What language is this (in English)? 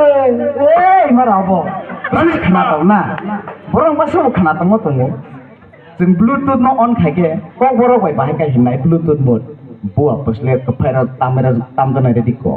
Kok Borok